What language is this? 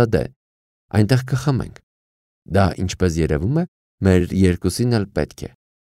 Armenian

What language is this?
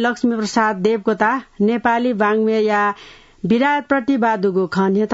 Newari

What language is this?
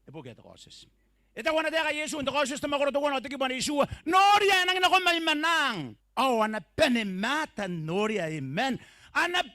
Gilbertese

